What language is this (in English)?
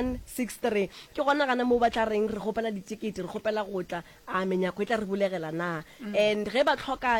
Northern Sotho